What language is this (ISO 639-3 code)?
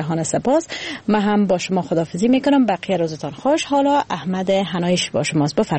fas